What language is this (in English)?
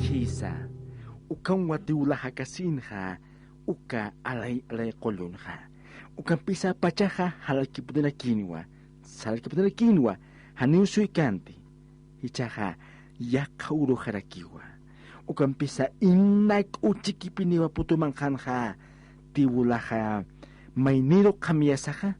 Aymara